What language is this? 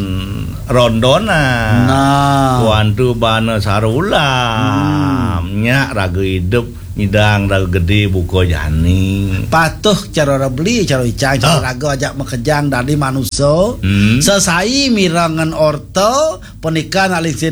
Balinese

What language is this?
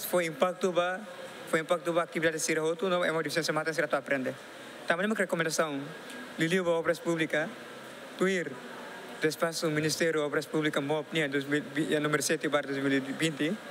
Tetum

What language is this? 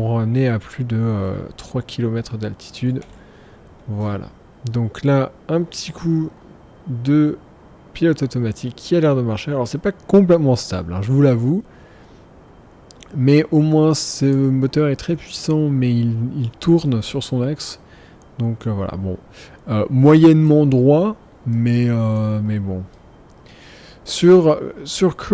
French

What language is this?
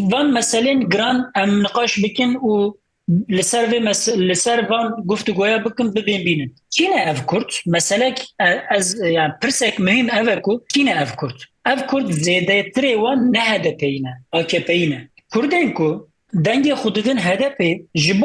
Kurdish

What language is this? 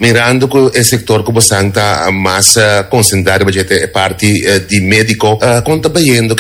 Papiamento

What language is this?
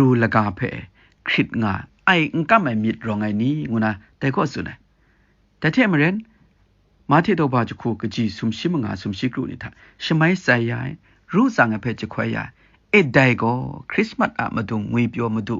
Kachin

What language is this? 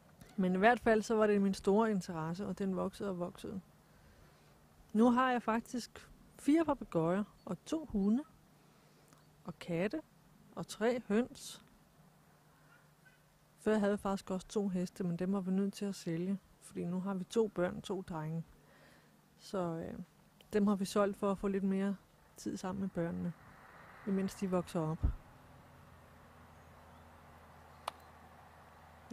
Danish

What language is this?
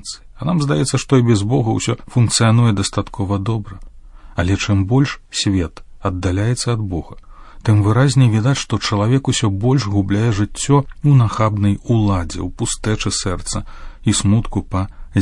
Belarusian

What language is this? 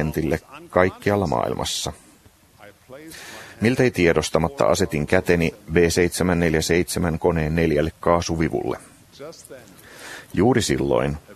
Finnish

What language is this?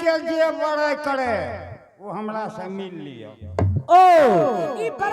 Angika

